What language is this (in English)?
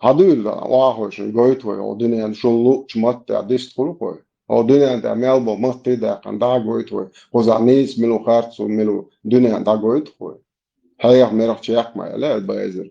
Chechen